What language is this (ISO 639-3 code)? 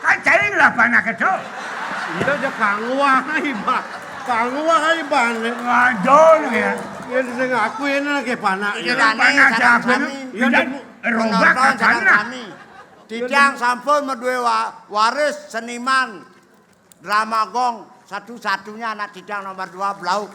ban